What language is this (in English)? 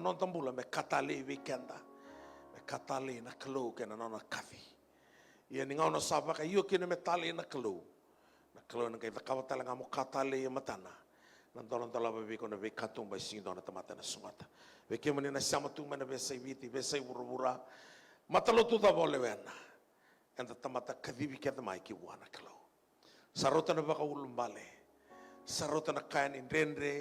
Fijian